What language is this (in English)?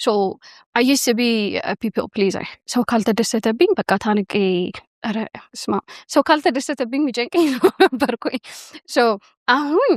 Amharic